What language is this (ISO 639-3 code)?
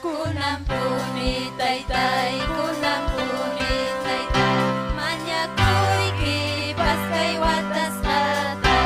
quy